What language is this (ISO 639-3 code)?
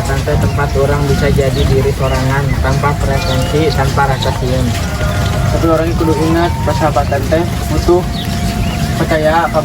sun